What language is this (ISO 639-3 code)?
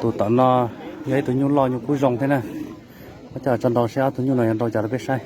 hmn